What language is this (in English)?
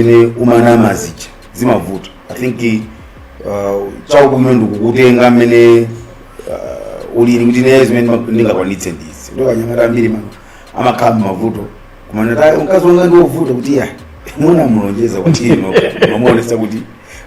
Nyanja